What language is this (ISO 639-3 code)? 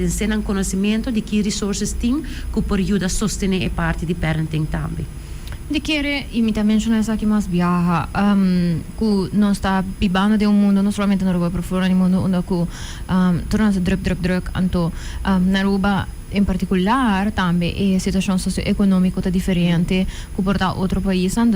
pap